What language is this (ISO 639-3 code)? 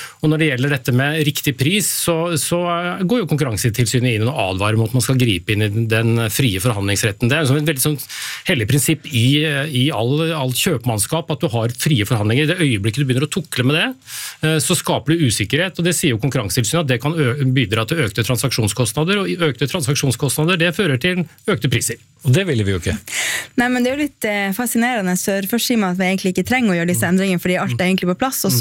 nor